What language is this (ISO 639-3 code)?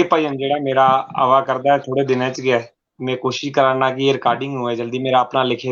doi